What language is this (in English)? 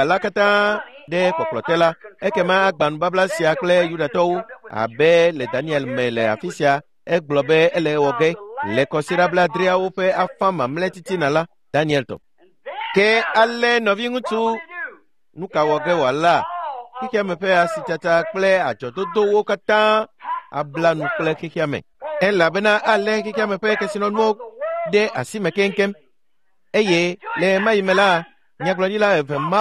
Ewe